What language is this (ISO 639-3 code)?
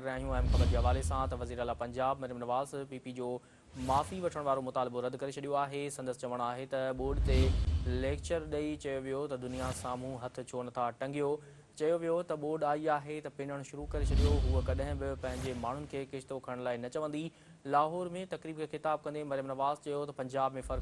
snd